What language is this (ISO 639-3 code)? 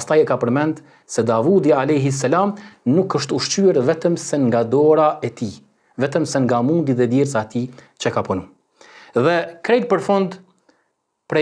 sqi